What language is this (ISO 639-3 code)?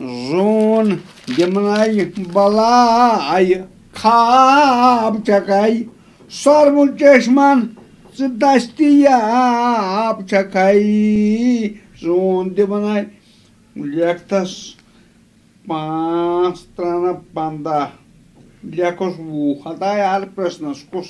kas